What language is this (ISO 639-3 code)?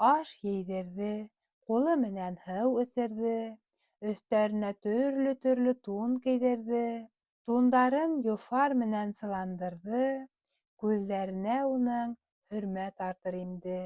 bak